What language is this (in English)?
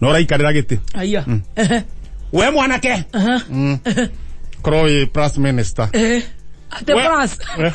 Kikuyu